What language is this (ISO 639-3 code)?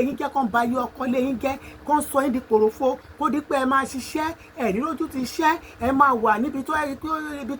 yor